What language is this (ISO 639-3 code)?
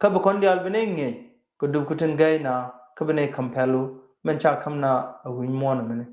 nus